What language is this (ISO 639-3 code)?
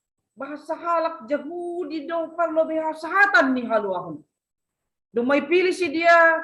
bts